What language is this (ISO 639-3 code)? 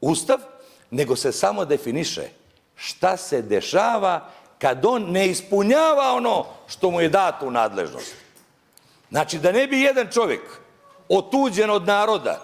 bos